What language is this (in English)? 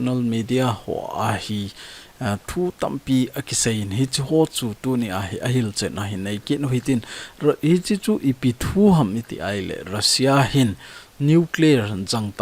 Thado Chin